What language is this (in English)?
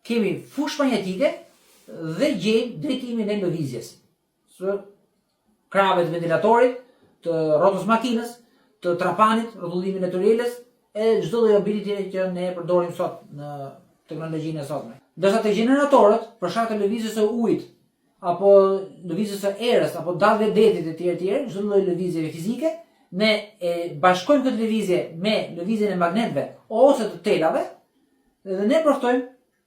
Albanian